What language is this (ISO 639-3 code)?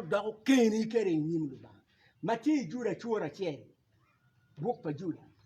ach